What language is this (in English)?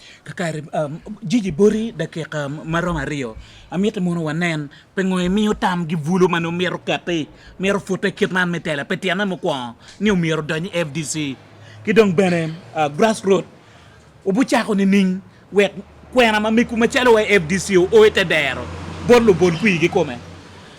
Acoli